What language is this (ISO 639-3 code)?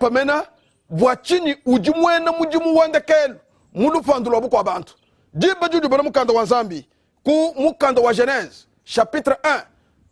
lua